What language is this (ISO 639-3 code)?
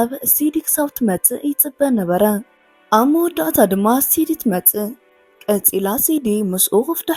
tir